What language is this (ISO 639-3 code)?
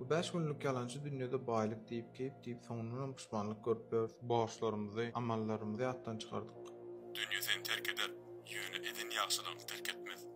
tuk